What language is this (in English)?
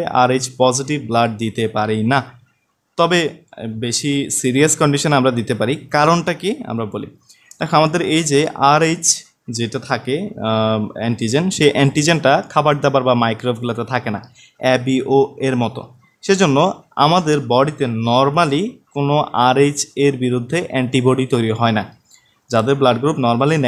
Bangla